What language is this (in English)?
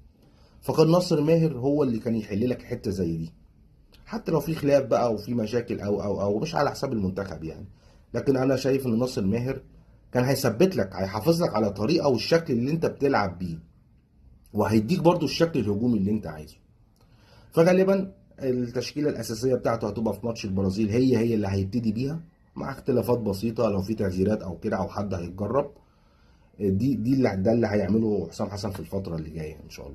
Egyptian Arabic